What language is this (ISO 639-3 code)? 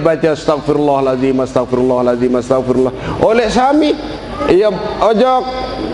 sas